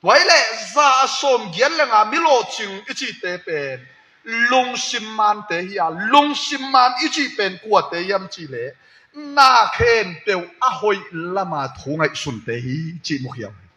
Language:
Tedim Chin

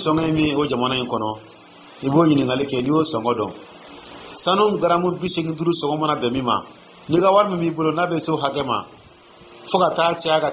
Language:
Dyula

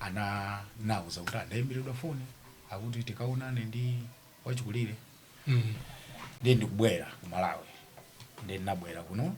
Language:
Nyanja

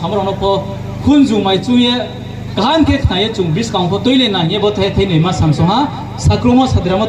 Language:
Riang (India)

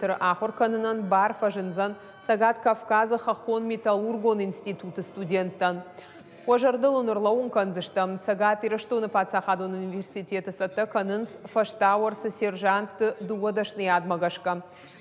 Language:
Ossetic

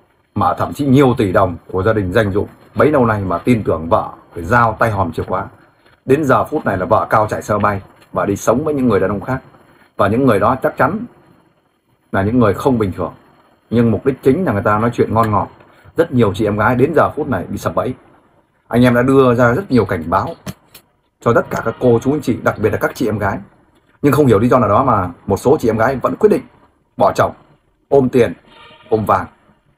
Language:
Vietnamese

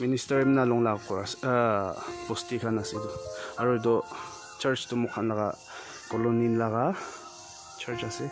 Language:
Naga Pidgin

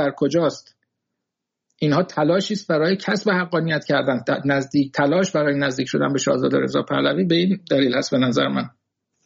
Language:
Persian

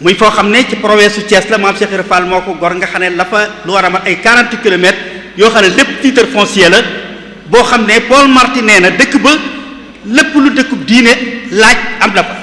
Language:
Wolof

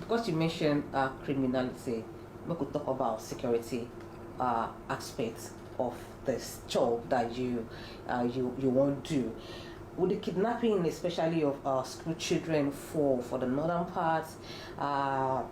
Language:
Nigerian Pidgin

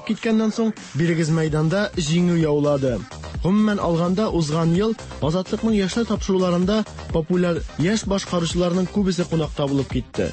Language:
Tatar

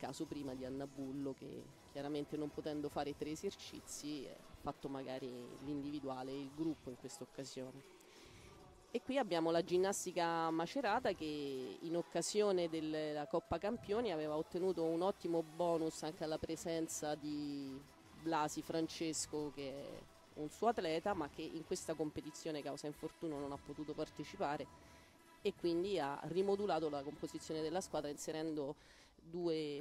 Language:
Italian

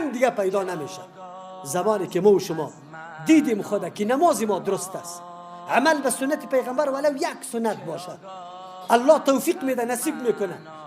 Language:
Tajik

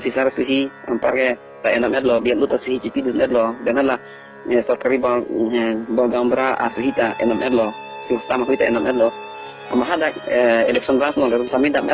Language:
Karbi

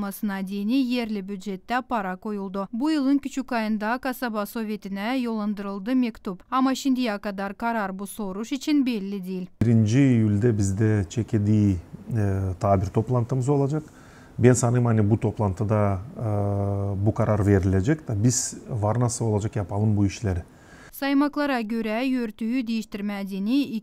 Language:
Gagauz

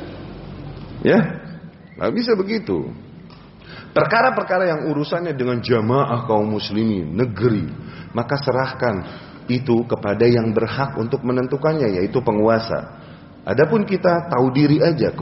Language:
Indonesian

